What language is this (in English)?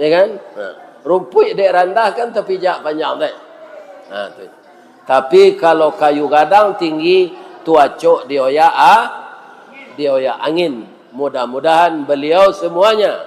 Minangkabau